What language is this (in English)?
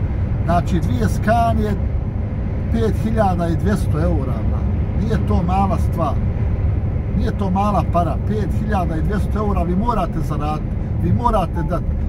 Bosnian